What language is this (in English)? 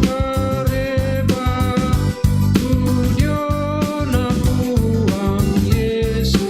Toraja-Sa'dan